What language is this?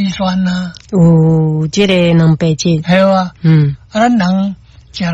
Min Nan Chinese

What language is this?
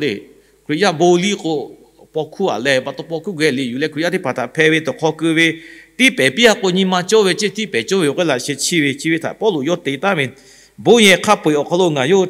Lahu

